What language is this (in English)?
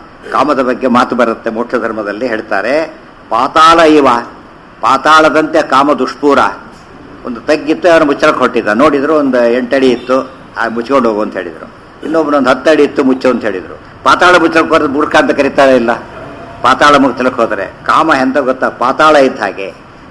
Kannada